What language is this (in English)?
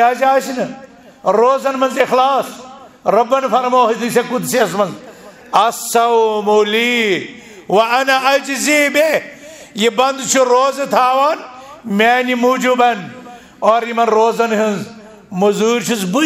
Kashmiri